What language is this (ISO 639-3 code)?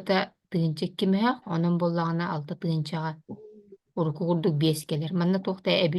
sah